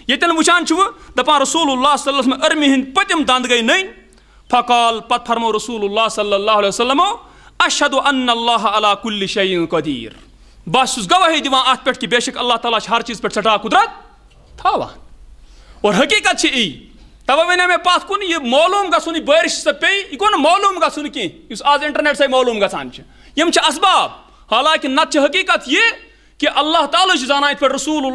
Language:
Kashmiri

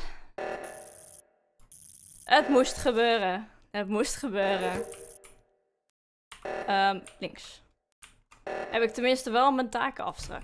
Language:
Dutch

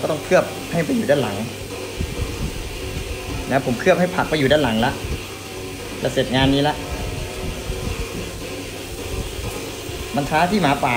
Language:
Thai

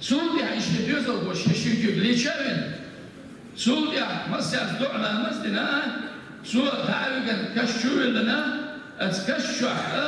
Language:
Chechen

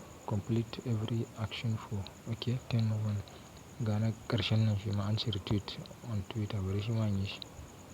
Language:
Hausa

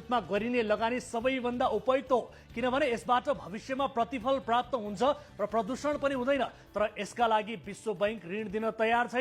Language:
Nepali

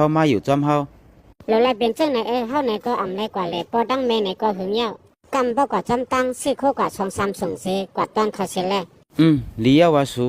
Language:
Shan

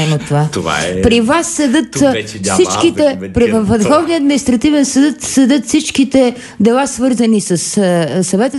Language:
Bulgarian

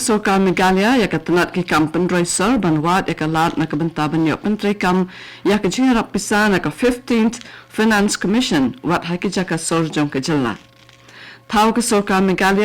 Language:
Khasi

